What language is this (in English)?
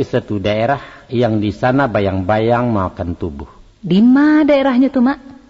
Minangkabau